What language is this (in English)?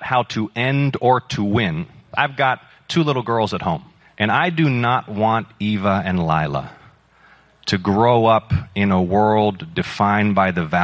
English